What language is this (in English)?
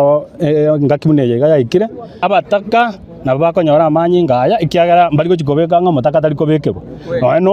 Gusii